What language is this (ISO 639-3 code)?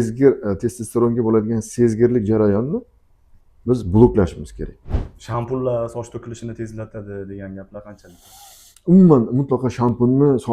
uzb